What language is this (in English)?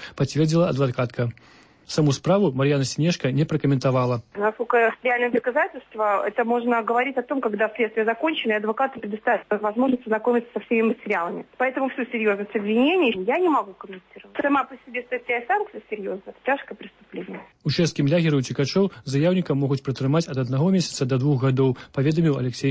Belarusian